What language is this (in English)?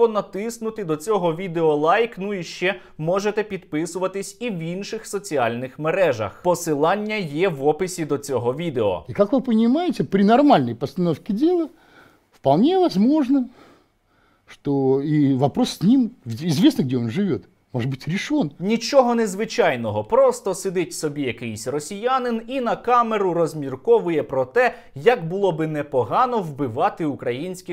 Ukrainian